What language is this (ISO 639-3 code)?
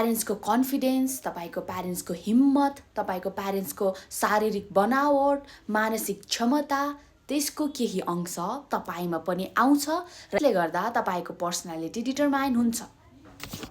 nep